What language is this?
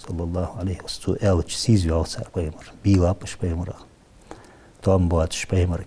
Ingush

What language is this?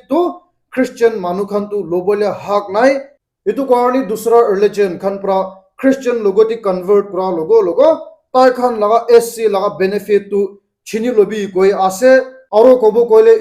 Naga Pidgin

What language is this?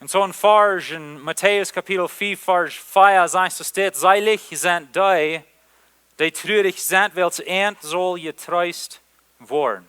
Plautdietsch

